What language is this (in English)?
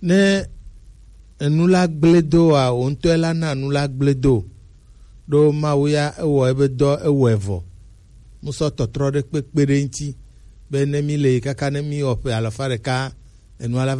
Gen